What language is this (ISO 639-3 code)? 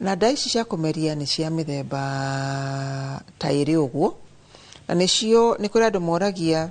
kik